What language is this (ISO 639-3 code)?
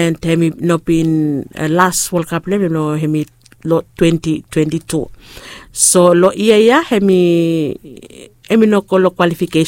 bis